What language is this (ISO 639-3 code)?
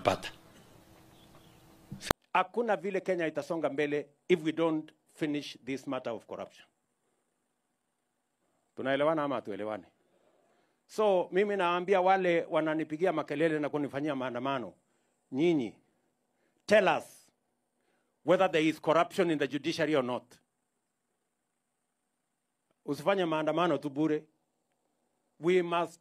swa